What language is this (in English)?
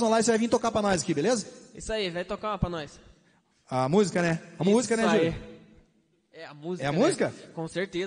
Portuguese